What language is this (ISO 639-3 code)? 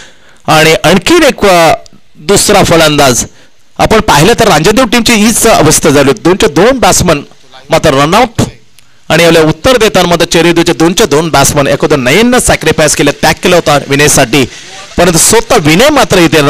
mar